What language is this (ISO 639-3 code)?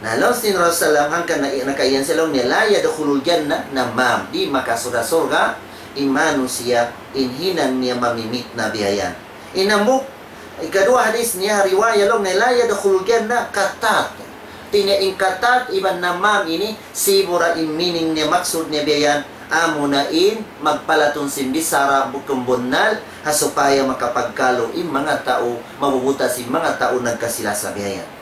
tsg